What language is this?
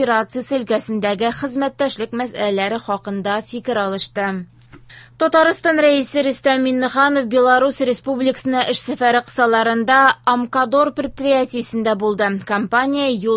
Tatar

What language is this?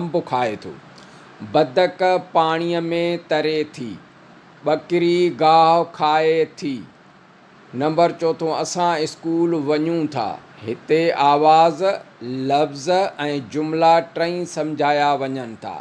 Sindhi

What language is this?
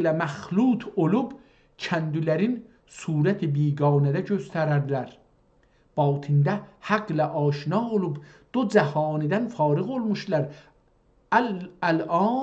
South Azerbaijani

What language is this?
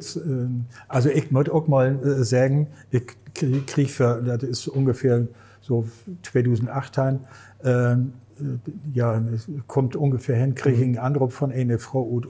Low German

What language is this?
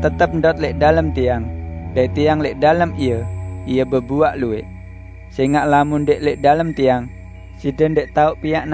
Sasak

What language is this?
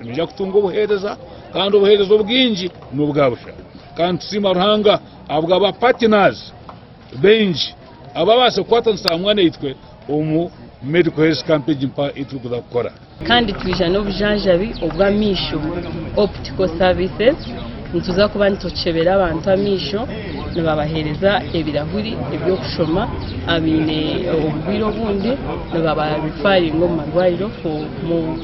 Nyankole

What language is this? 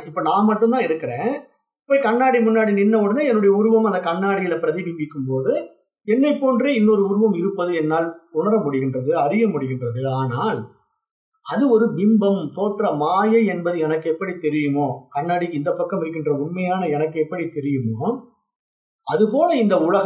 Tamil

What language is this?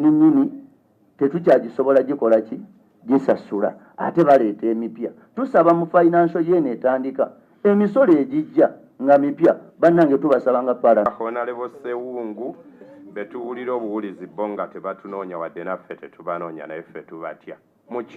Ganda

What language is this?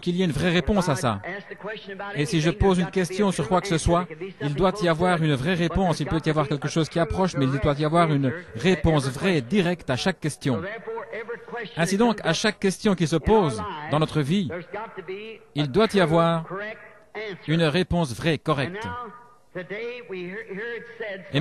French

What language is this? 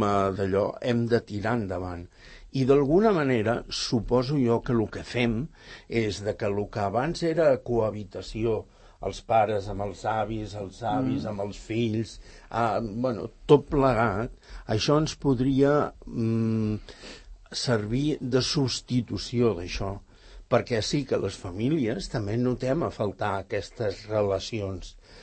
Catalan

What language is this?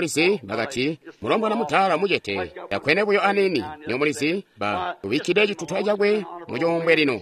Tonga (Zambia)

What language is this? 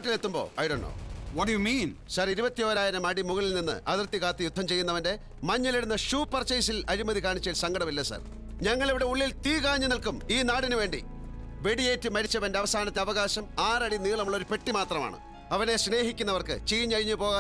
Malayalam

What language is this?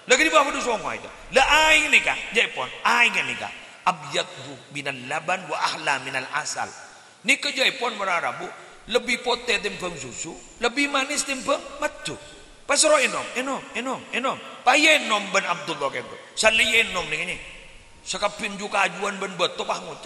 Madurese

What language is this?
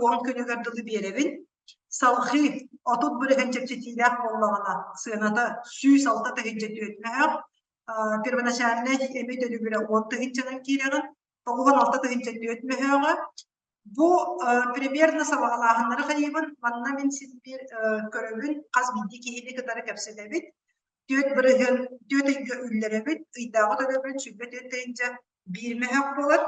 Yakut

